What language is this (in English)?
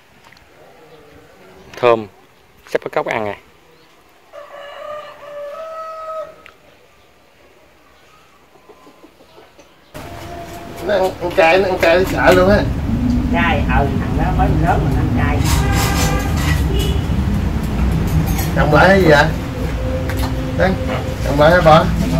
Vietnamese